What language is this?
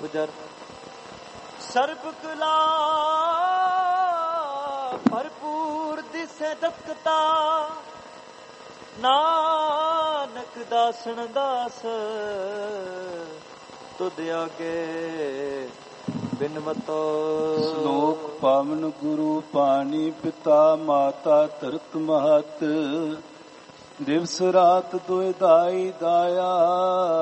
Punjabi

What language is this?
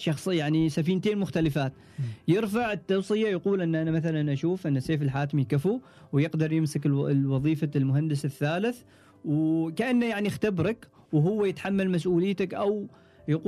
Gulf Arabic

